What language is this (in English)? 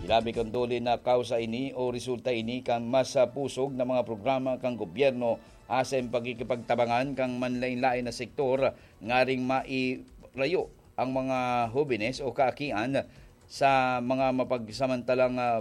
Bikol